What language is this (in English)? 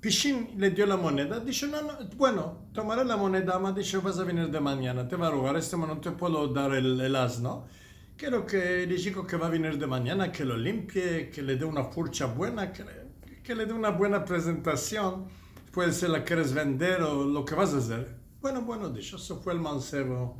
Ladino